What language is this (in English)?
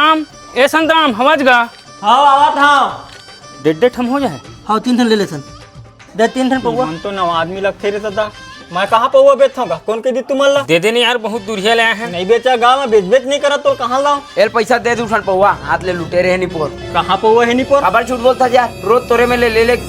Chhattisgarhi